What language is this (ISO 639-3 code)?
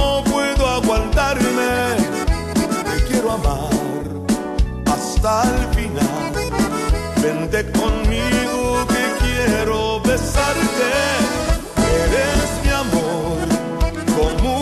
spa